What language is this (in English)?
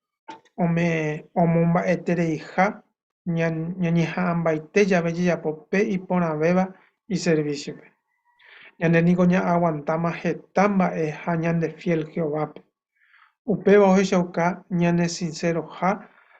Guarani